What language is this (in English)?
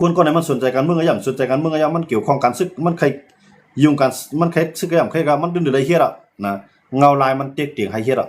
Shan